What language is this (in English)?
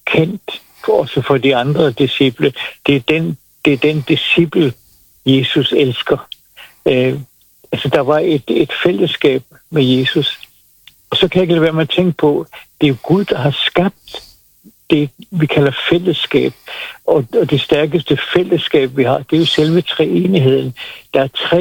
Danish